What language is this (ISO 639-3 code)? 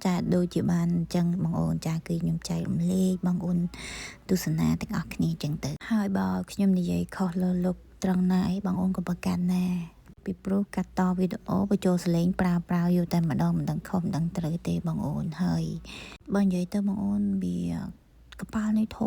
khm